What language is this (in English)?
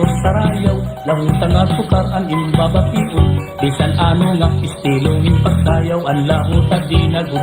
Waray